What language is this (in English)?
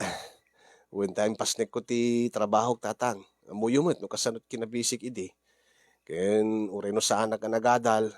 Iloko